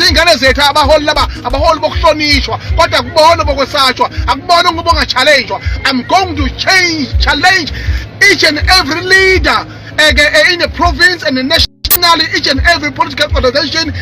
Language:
Zulu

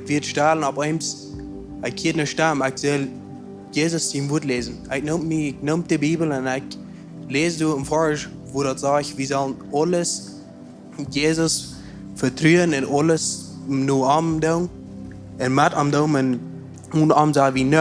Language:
Plautdietsch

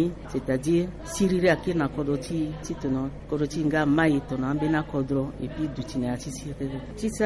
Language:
Sango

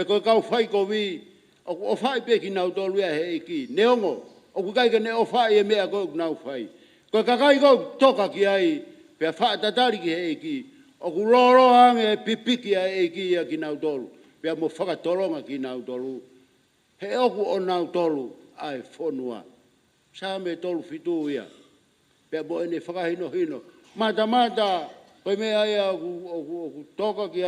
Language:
Tongan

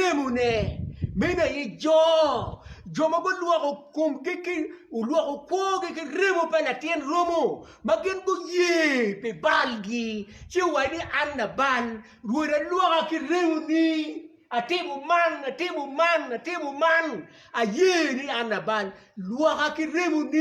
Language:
Acoli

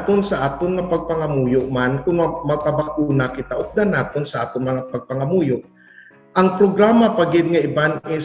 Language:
Hiligaynon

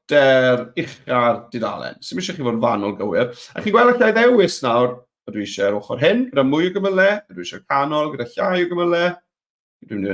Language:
Welsh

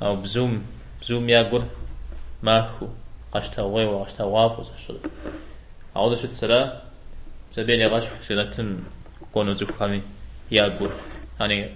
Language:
Kabardian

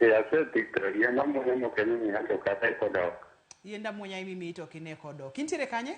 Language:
Luo (Kenya and Tanzania)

